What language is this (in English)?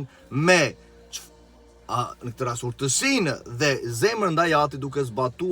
Albanian